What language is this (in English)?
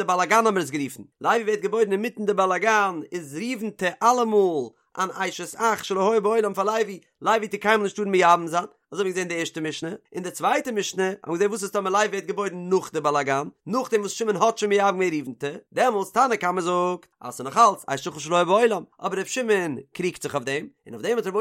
Yiddish